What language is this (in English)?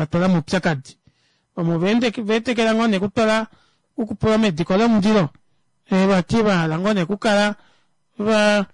Kuanyama